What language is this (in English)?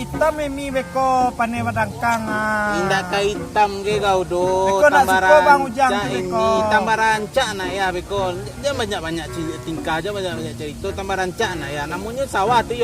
Minangkabau